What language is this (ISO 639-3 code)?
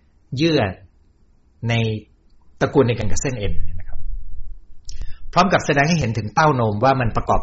tha